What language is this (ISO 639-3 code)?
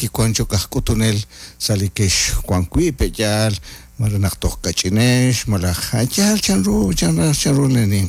kek